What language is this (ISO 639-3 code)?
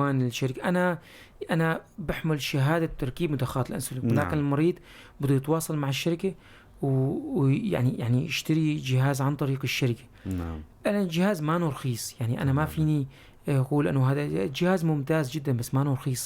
apc